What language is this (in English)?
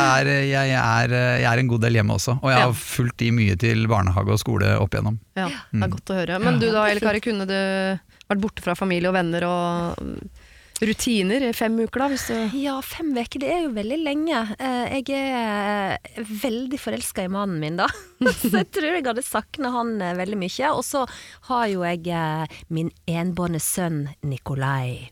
Norwegian